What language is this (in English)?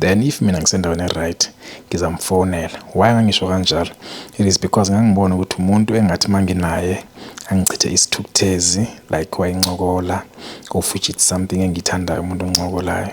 Zulu